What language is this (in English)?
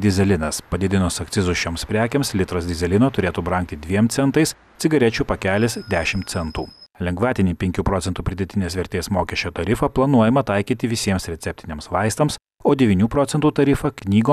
Lithuanian